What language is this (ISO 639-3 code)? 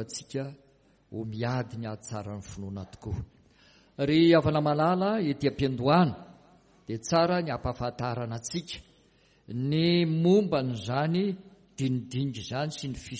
mlg